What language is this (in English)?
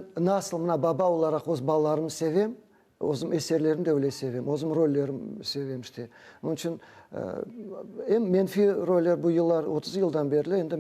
Crimean Tatar